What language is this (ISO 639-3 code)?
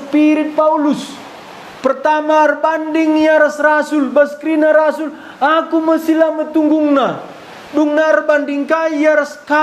btx